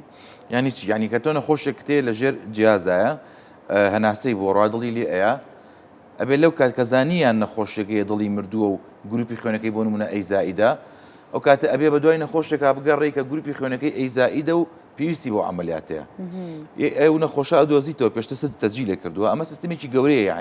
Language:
Central Kurdish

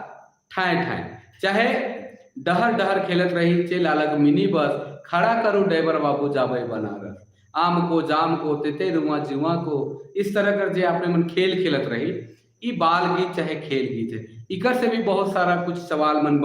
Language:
Sadri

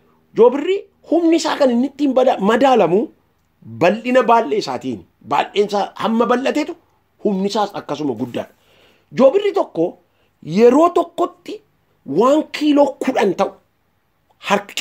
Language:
Oromo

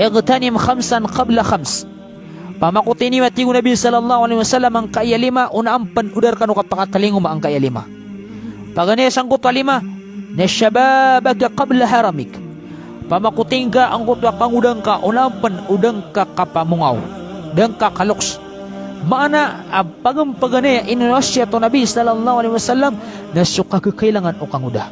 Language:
Maranao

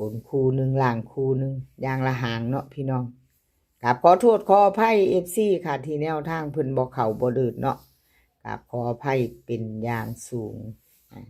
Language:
Northeastern Thai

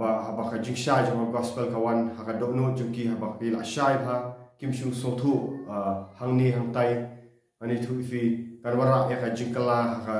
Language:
Khasi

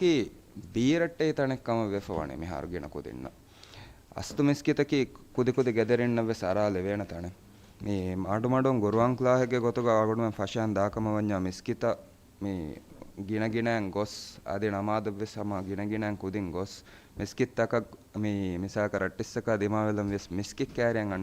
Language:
Divehi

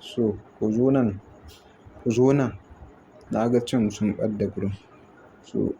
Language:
Hausa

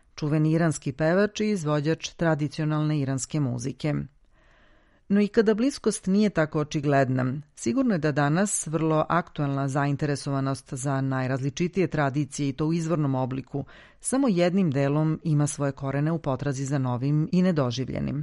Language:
Serbian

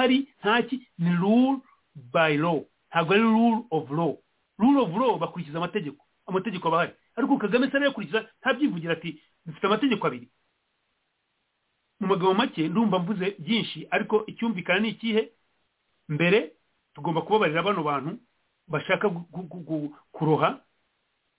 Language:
Kinyarwanda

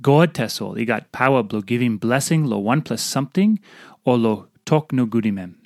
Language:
Tok Pisin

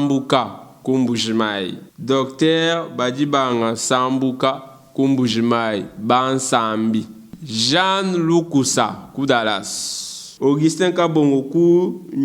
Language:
Luba-Lulua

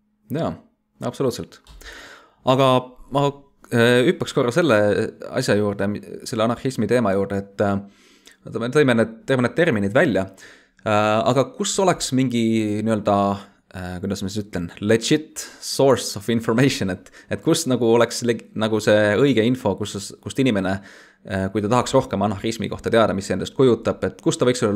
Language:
Estonian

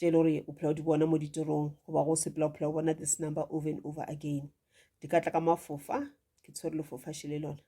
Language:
Northern Sotho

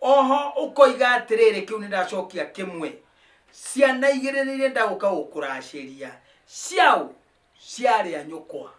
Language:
Kikuyu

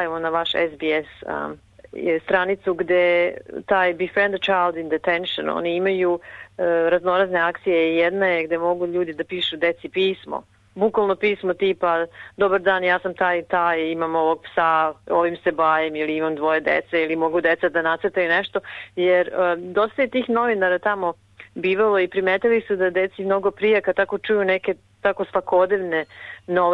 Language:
Serbian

